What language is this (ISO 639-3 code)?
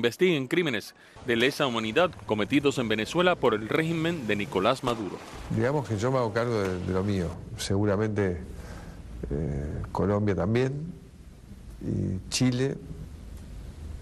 spa